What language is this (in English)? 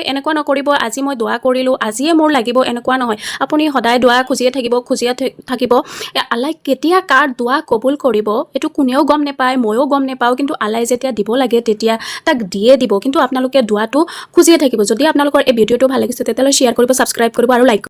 Assamese